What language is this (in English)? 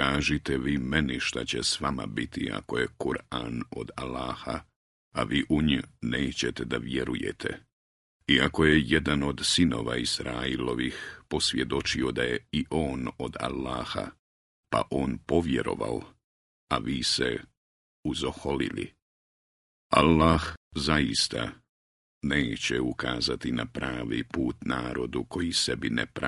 Bosnian